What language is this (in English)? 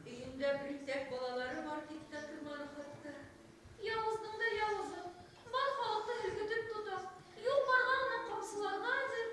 Bashkir